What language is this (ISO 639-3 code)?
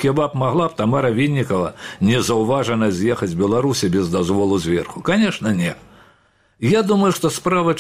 bel